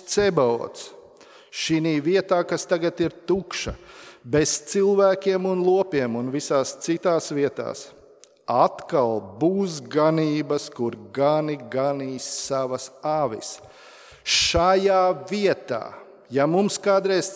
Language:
Latvian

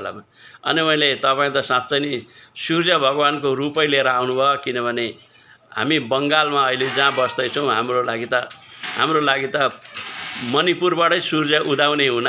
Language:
Nepali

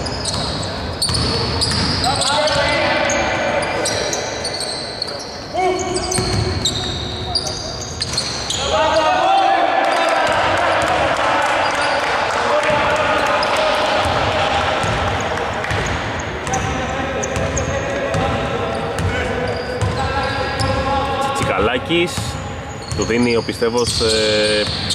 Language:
Greek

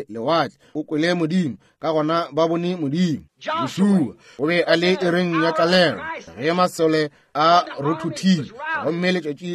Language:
Northern Sotho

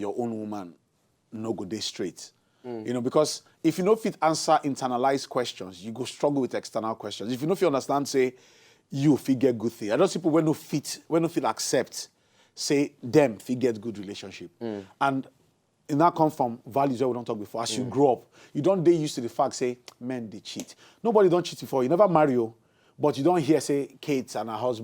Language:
Nigerian Pidgin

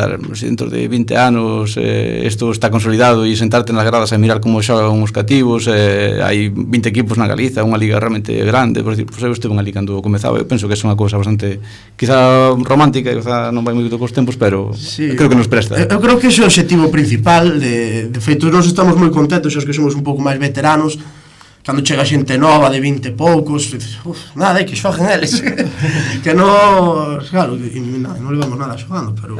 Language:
Galician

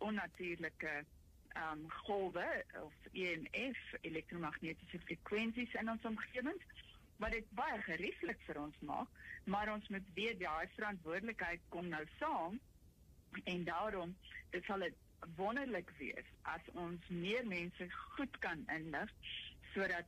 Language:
Afrikaans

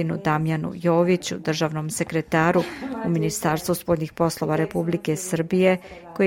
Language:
Serbian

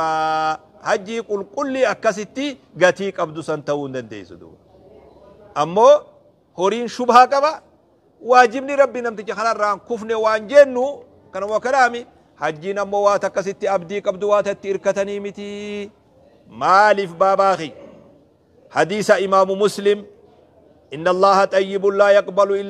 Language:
Oromo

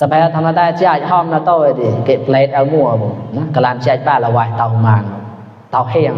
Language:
Mon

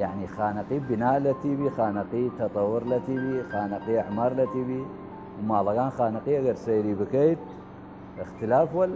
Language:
Southern Kurdish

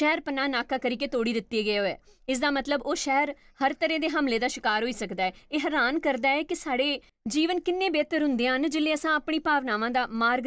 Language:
Dogri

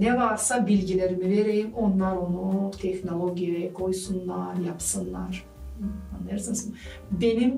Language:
Gagauz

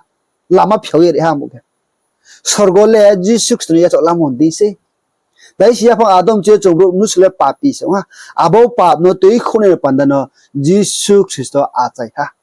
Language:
Riang (India)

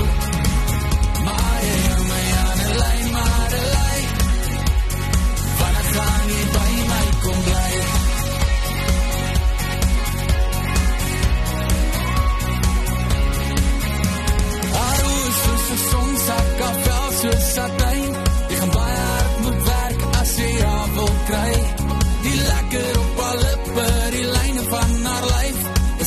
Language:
Afrikaans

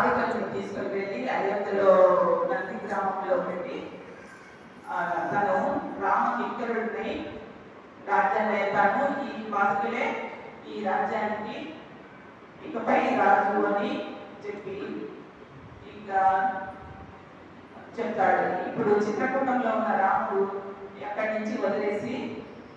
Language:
Telugu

